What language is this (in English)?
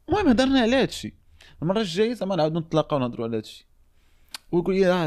Moroccan Arabic